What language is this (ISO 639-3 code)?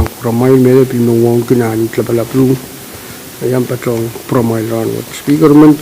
pon